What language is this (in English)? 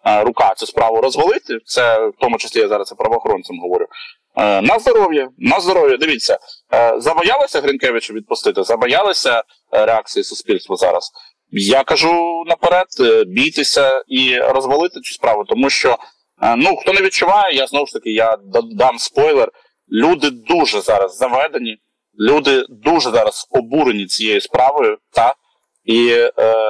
Ukrainian